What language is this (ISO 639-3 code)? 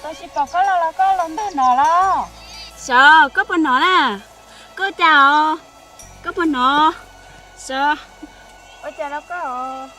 hmn